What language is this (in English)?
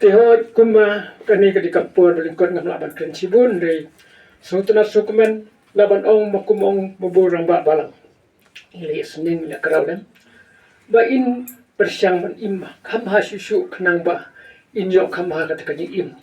Khasi